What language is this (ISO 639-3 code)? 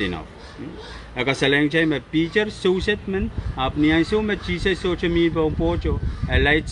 pon